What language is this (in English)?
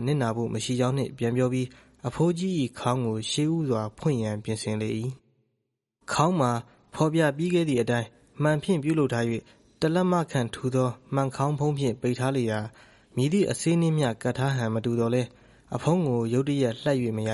Burmese